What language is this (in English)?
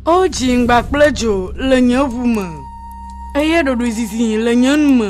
Ewe